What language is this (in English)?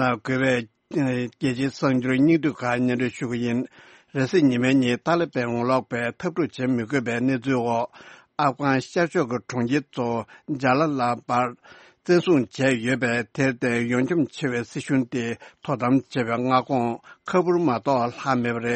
Tibetan